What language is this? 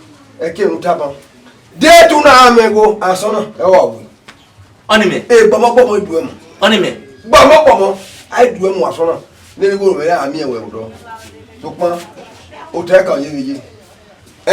Bini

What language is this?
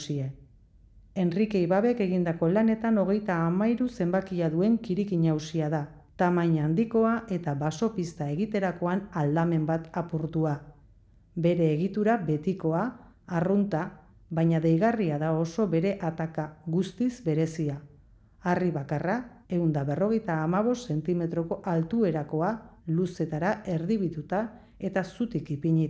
Basque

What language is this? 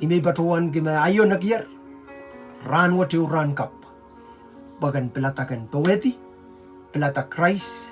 Pohnpeian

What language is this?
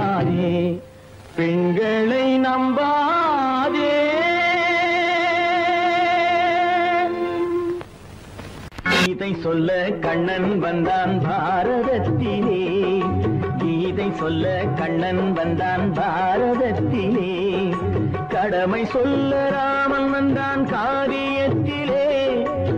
Tamil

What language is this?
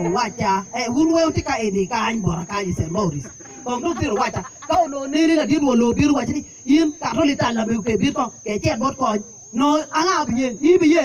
Acoli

